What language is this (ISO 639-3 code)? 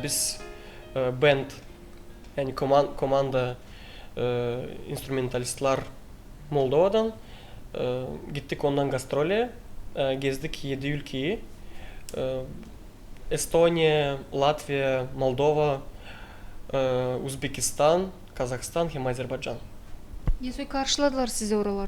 gag